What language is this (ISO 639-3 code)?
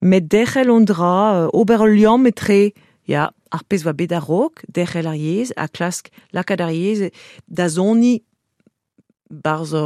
bre